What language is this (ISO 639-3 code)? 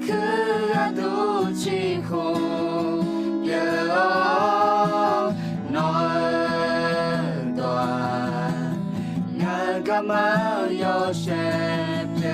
ahk